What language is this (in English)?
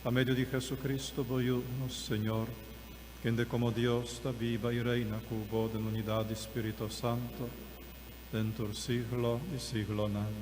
Papiamento